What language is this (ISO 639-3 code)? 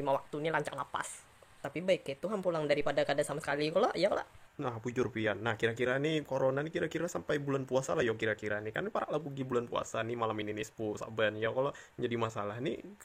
bjn